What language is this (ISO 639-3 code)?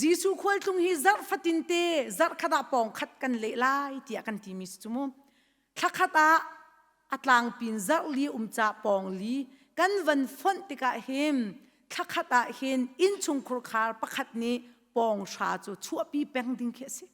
cnh